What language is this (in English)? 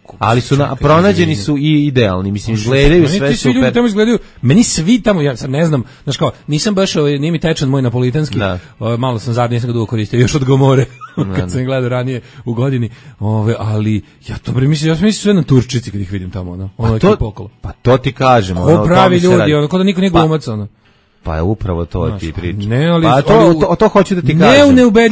Serbian